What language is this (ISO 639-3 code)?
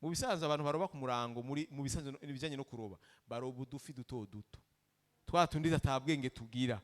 run